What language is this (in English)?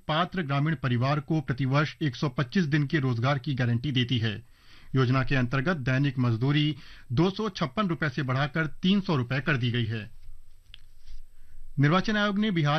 Hindi